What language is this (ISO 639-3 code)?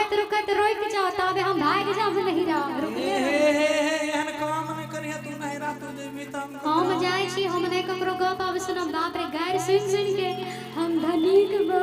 mai